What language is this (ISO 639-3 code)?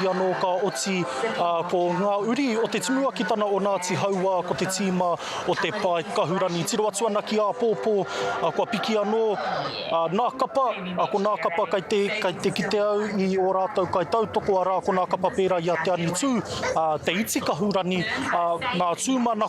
mri